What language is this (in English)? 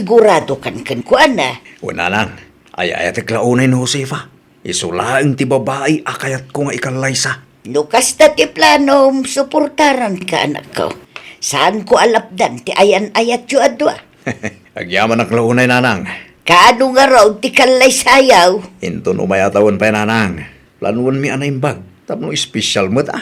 Iloko